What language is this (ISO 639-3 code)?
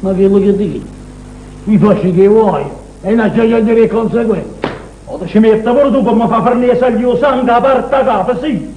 nap